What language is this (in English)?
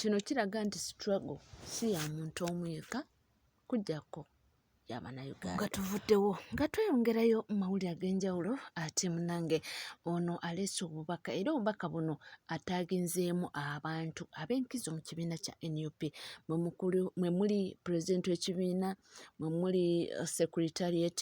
Ganda